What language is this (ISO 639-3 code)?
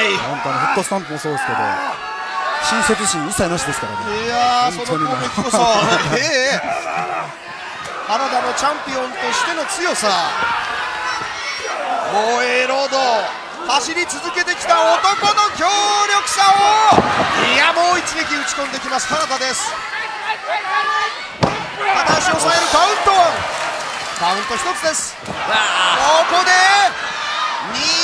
jpn